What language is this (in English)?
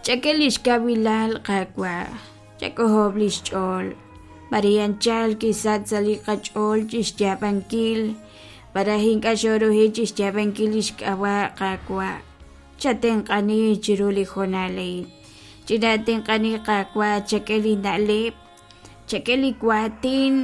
Kekchí